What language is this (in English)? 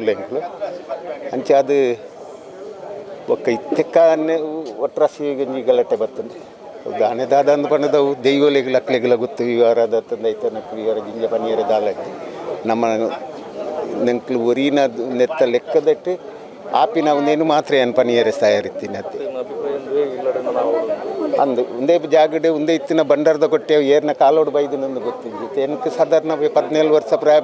Kannada